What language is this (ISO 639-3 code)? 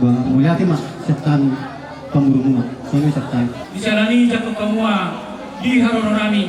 bbc